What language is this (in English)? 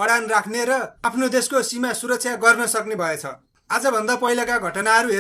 Nepali